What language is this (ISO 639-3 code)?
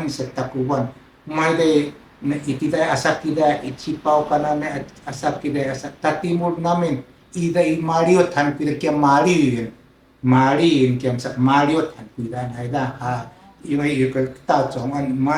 szy